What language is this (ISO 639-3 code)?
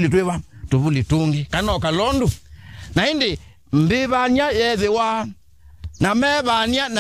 kam